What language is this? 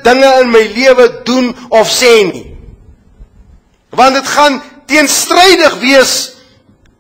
Afrikaans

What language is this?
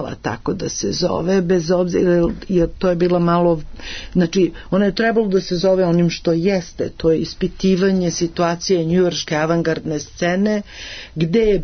Serbian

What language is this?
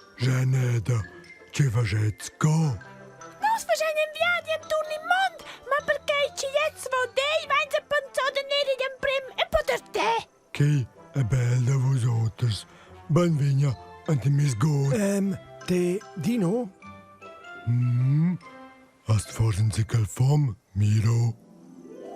Romansh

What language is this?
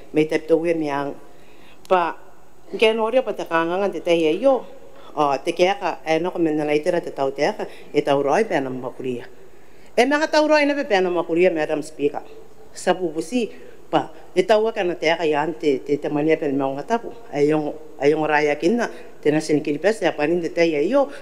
Gilbertese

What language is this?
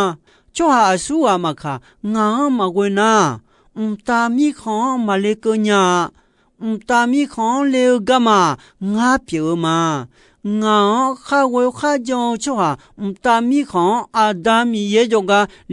Akha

